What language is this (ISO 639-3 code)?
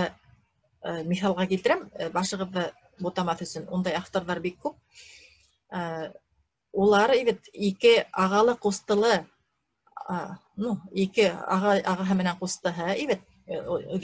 bak